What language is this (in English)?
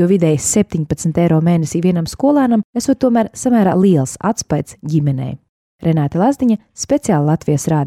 Latvian